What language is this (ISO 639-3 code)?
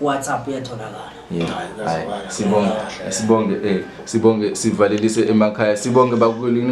zul